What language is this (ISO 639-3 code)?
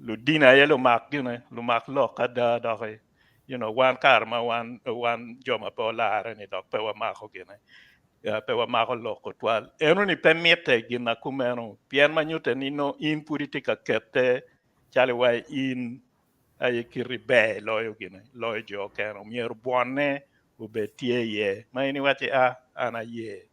ach